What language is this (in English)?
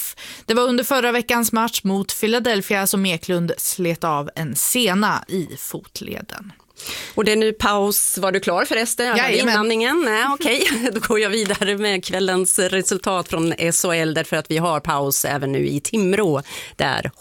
Swedish